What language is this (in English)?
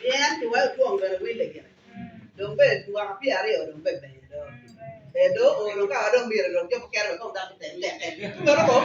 Acoli